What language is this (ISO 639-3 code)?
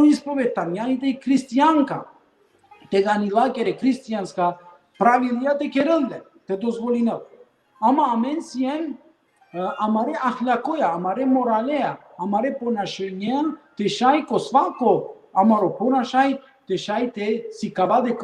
rmn